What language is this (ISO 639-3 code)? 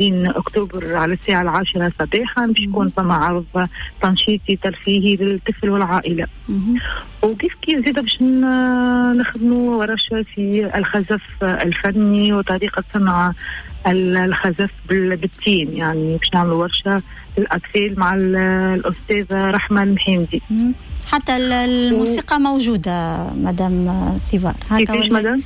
aeb